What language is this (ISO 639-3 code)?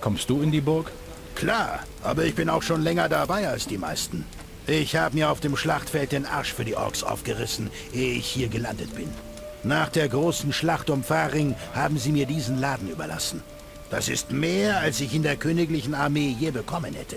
bar